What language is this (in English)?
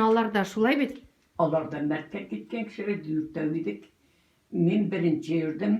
Tatar